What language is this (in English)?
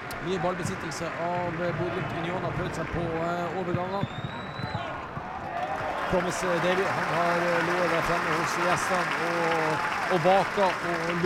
Norwegian